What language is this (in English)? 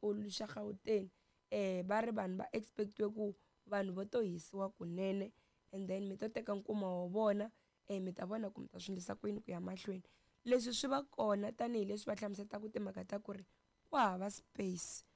Tsonga